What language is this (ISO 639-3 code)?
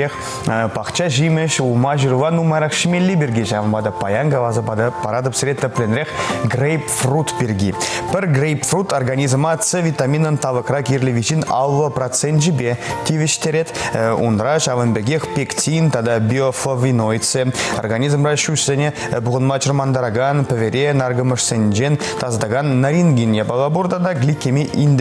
chv